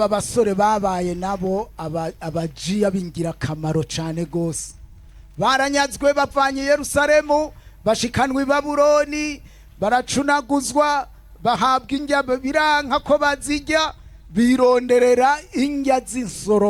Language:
Rundi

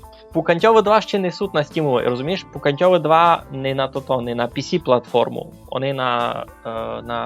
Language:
Rusyn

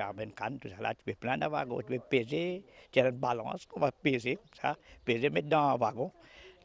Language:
Morisyen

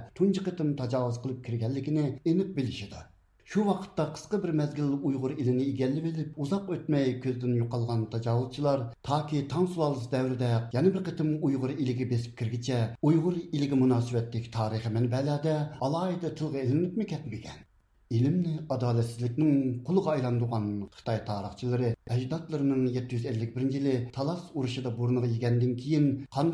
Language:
Uyghur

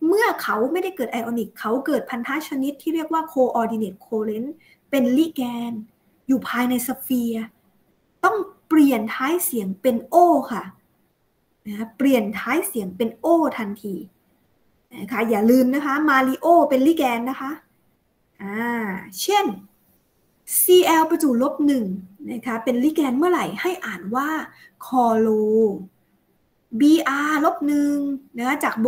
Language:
Thai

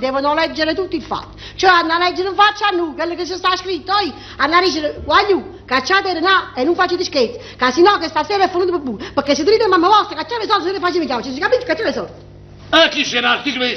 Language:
Neapolitan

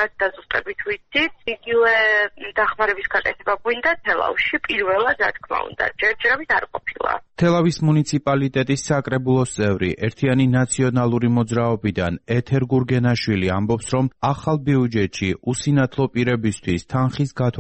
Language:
Georgian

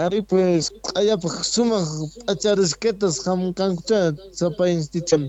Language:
Quechua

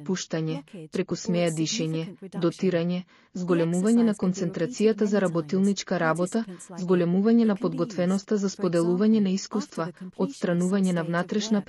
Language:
Macedonian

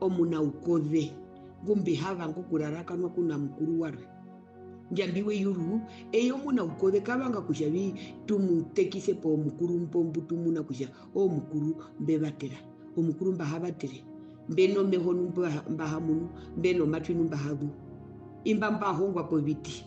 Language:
Herero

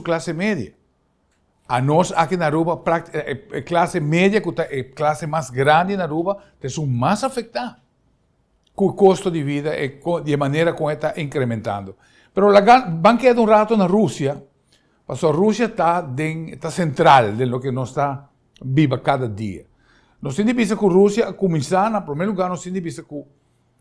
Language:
Papiamento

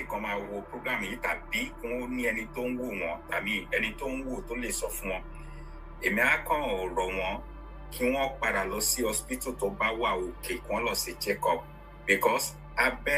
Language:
Yoruba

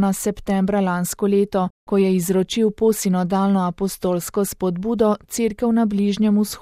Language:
Slovenian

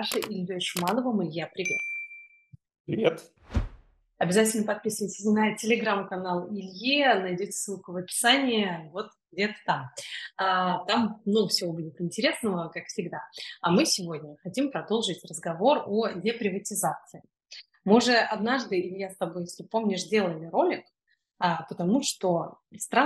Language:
Russian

